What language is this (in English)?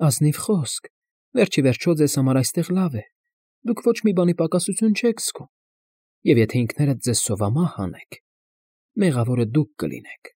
Armenian